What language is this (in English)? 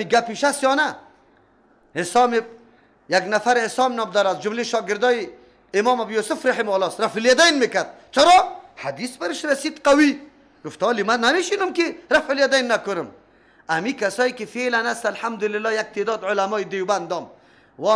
Persian